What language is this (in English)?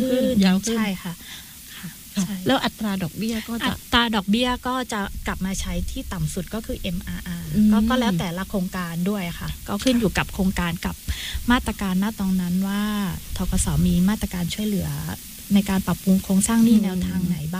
Thai